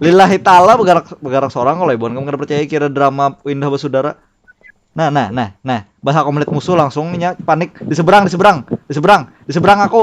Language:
Banjar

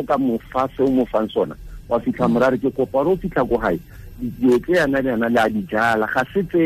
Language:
Tswana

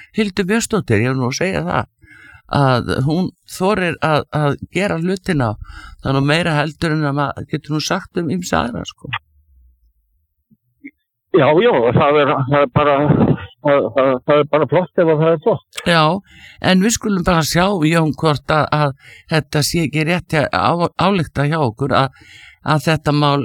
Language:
Icelandic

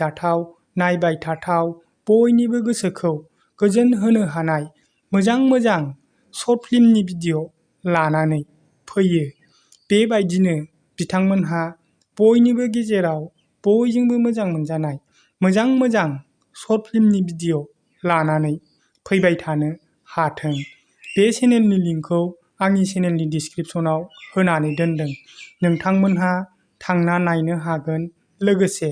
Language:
Bodo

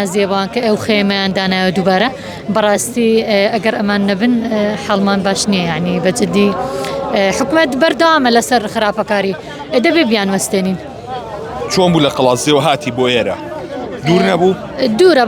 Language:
Central Kurdish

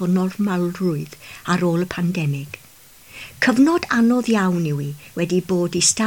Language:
Welsh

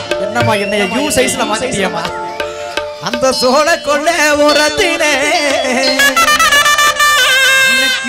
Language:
Tamil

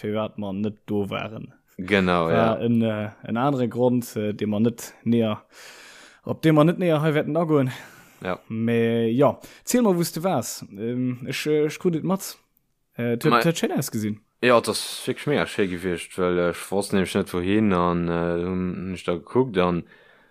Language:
Luxembourgish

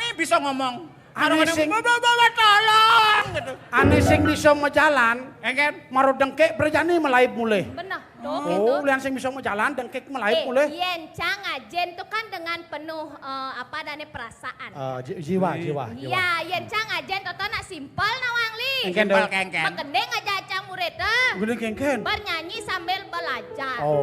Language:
Balinese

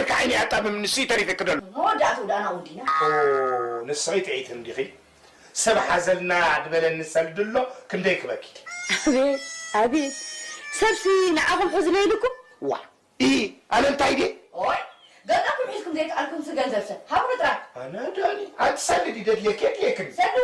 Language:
Tigrinya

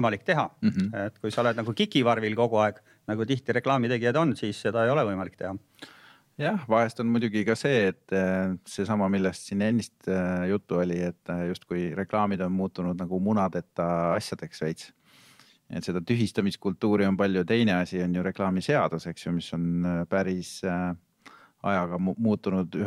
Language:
Estonian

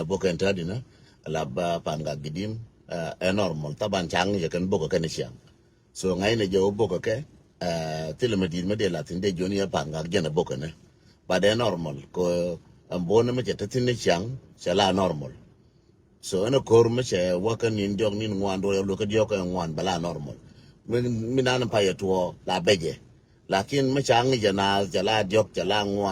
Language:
Nuer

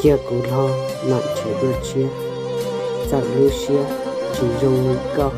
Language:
Hmong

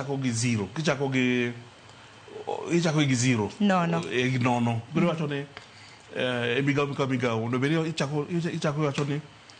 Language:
Luo (Kenya and Tanzania)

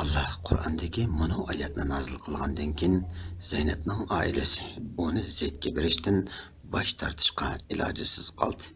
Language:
Uyghur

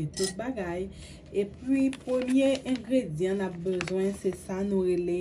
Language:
Haitian Creole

